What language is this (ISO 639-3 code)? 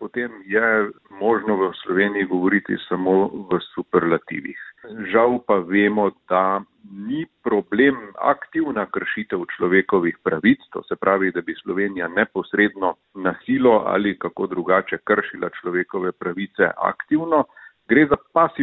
slv